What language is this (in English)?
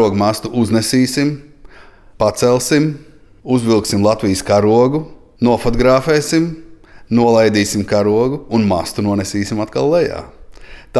Latvian